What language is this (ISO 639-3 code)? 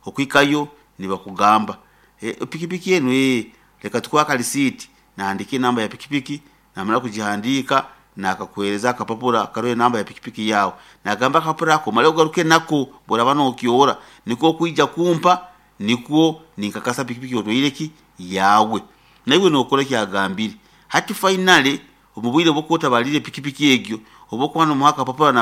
nyo